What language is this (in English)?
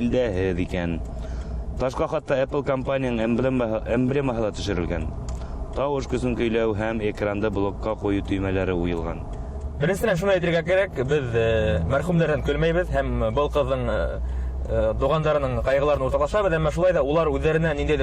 Bashkir